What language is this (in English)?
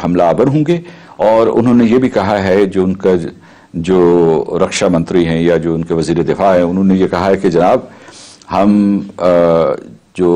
Urdu